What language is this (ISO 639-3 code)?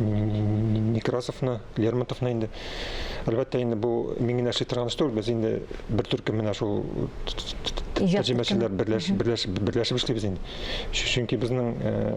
tat